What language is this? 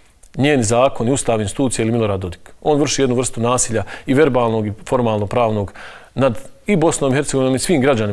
Bosnian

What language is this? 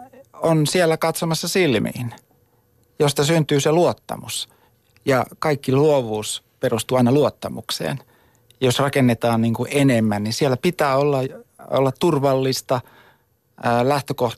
Finnish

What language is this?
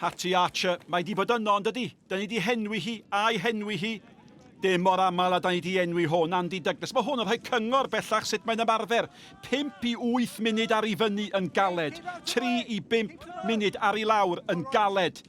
Welsh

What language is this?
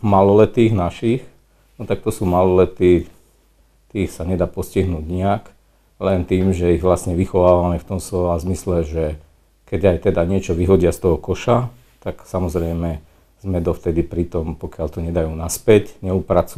Slovak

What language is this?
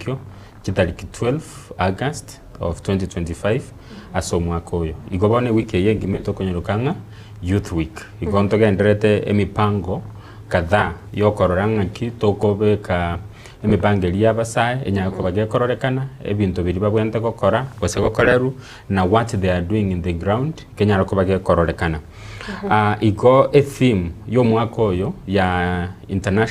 Gusii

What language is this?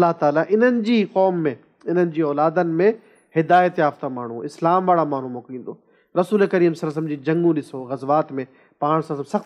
Sindhi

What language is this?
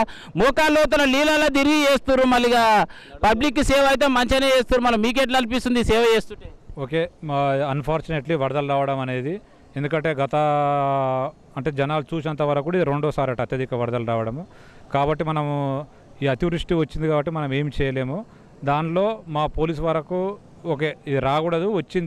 Telugu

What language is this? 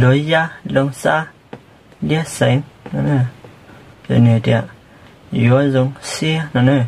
Hmong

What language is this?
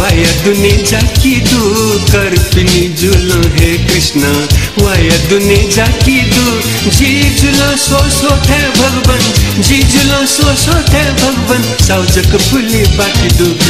Newari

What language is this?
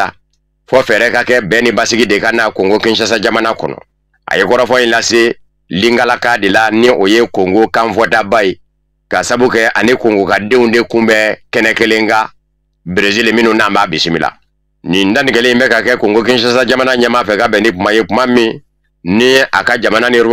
Bambara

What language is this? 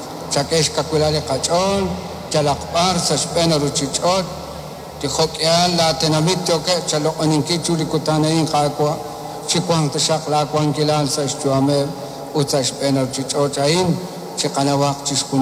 Kekchí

